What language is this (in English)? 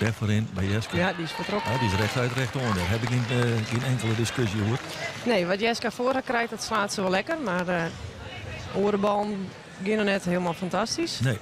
Western Frisian